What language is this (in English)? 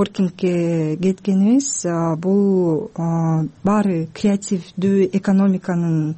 Kyrgyz